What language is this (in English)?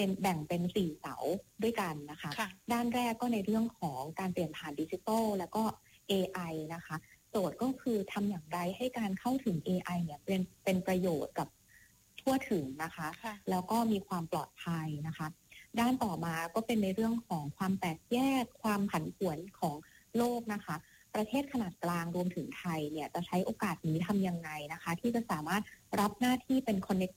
Thai